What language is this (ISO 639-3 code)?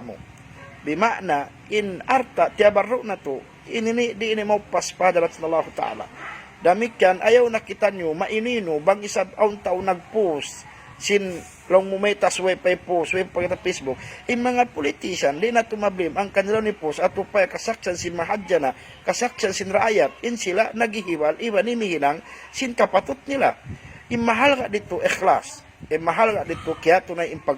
tsg